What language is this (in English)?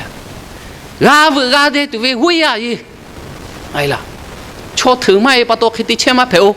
Lahu